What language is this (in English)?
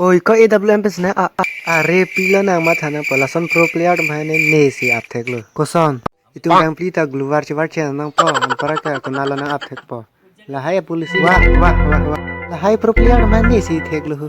Karbi